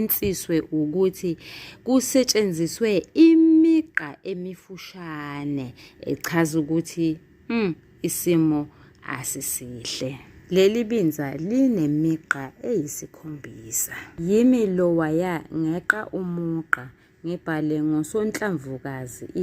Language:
Zulu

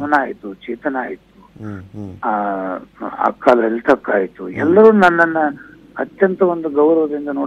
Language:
Kannada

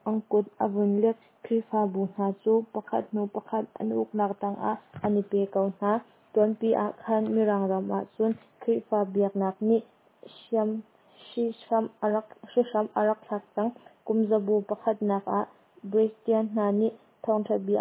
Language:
Hakha Chin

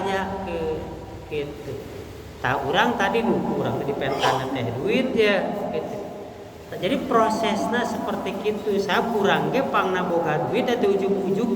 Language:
Sundanese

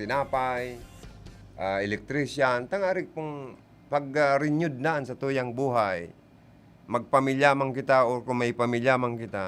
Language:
Bikol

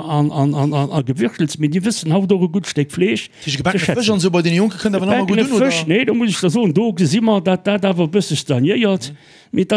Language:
Luxembourgish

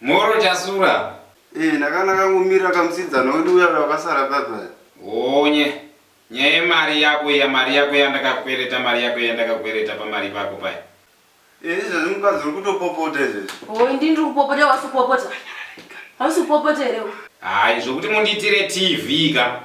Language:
Shona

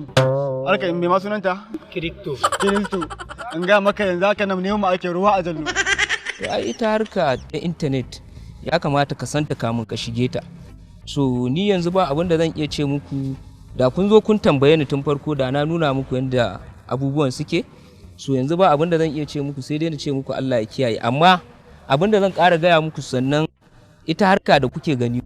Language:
Hausa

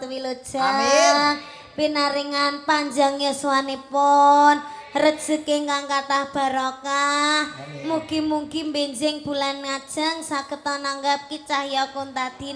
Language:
Javanese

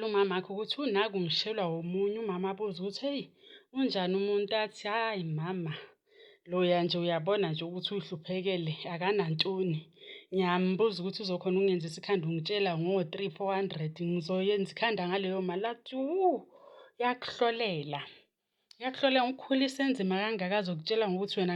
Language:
Zulu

